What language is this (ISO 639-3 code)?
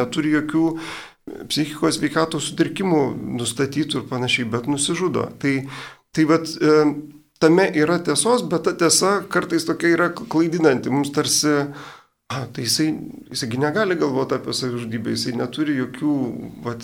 lit